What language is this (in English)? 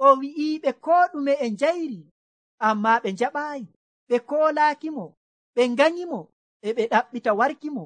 Nigerian Fulfulde